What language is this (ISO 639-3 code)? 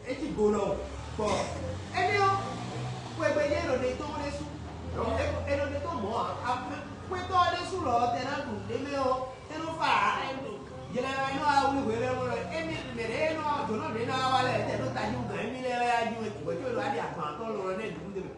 fon